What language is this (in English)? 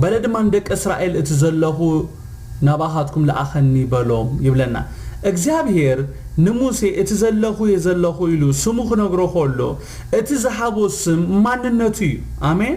Tigrinya